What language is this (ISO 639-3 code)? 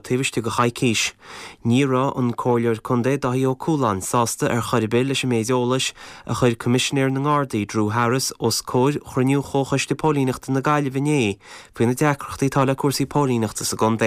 gle